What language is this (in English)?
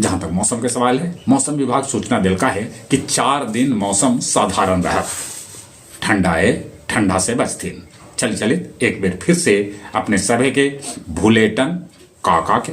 Magahi